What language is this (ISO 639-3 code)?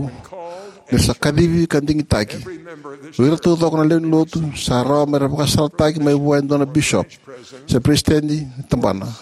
fij